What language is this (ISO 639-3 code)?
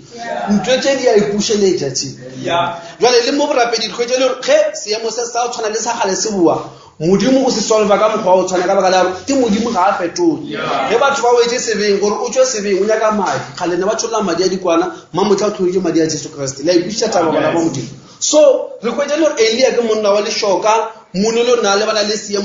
nso